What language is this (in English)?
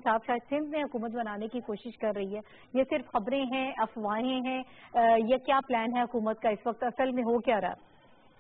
Urdu